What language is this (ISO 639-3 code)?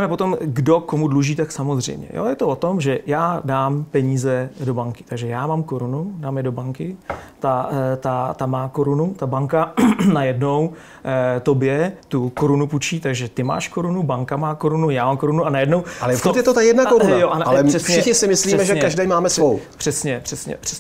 ces